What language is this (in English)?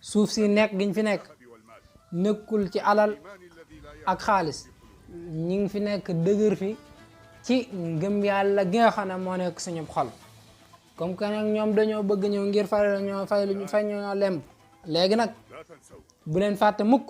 Wolof